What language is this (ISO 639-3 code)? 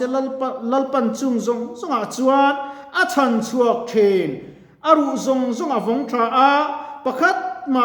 lus